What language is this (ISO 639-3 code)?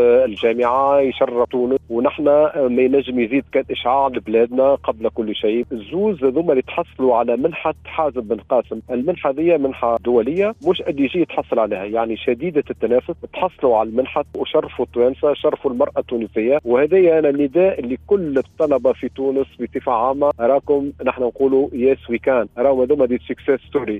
aeb